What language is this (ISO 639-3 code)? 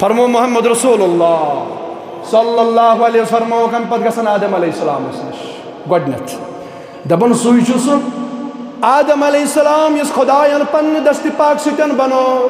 kas